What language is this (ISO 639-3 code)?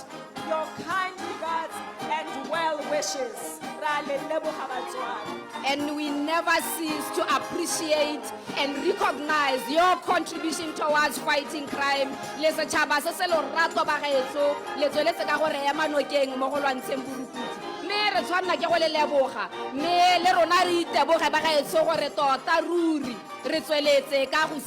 tsn